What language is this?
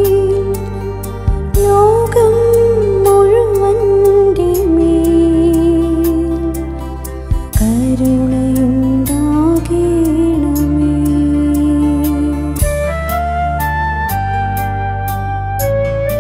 Malayalam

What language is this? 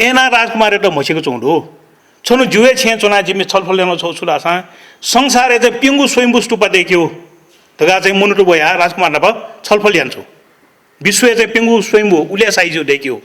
Newari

